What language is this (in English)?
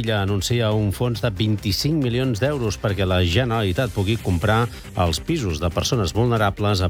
Catalan